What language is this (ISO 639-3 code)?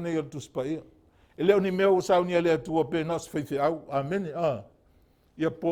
smo